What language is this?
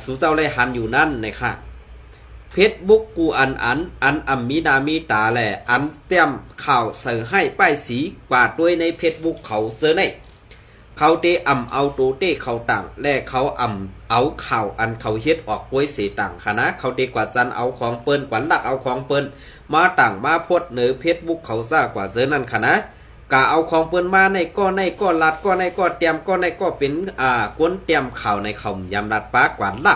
Shan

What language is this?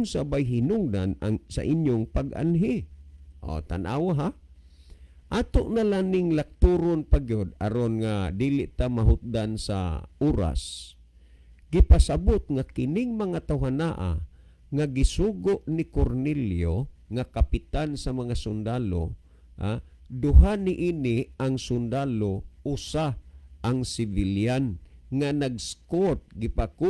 Cebuano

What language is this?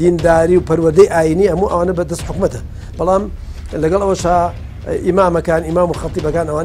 Central Kurdish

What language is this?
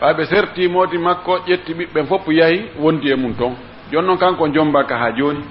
Pular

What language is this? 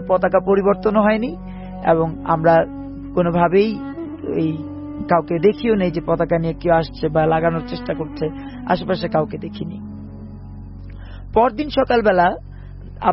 Bangla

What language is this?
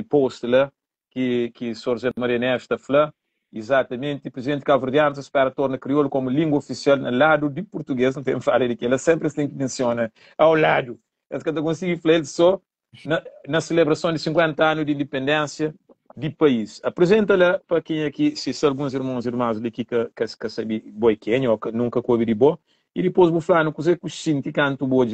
Kabuverdianu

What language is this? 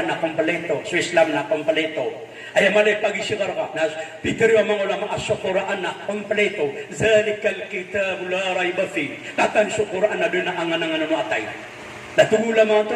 Maranao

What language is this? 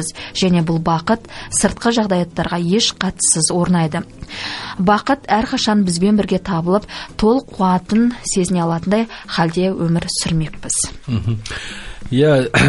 Kazakh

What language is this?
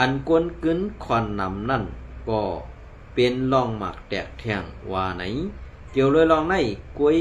Shan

